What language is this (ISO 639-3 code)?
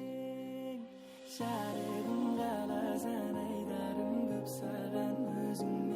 kaa